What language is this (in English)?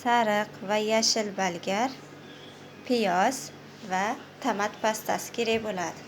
Uzbek